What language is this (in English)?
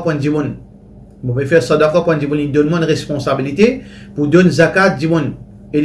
Morisyen